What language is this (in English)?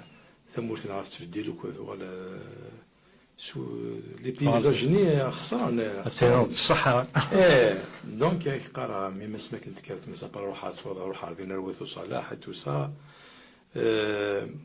Kabyle